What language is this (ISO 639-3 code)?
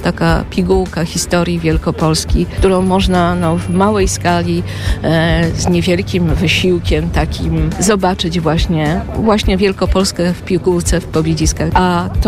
pol